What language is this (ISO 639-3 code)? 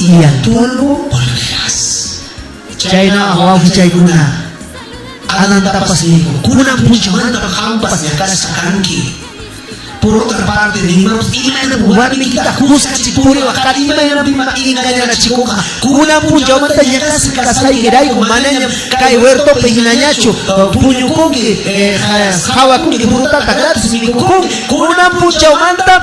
quy